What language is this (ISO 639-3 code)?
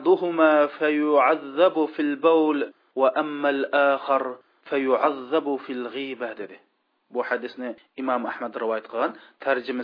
uig